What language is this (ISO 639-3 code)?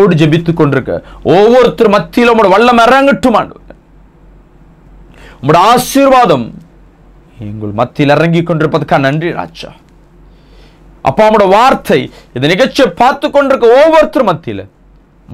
tam